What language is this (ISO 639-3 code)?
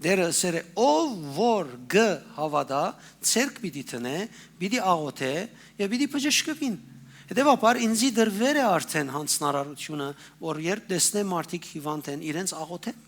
hyw